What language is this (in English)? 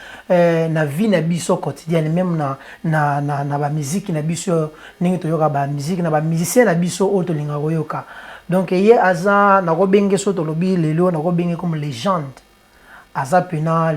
Lingala